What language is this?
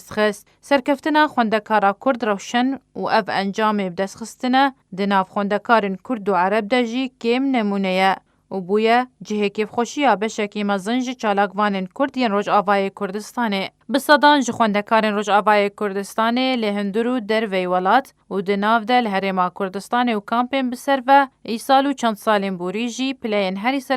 Kurdish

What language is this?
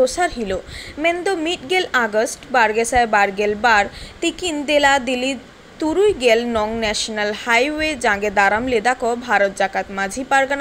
Santali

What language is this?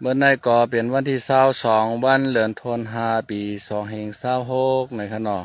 Shan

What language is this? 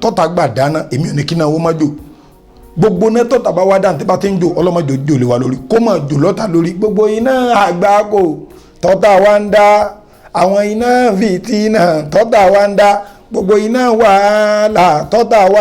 Yoruba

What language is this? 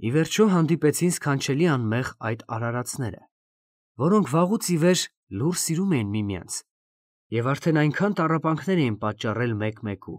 Armenian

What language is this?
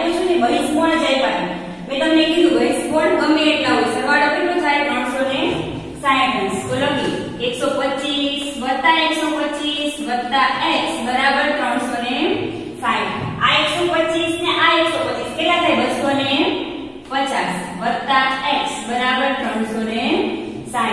Gujarati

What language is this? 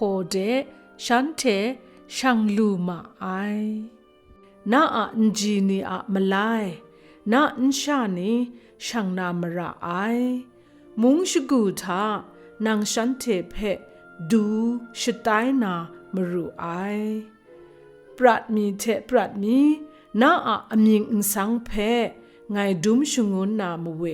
Kachin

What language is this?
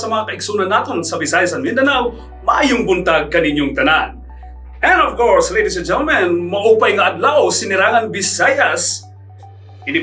Waray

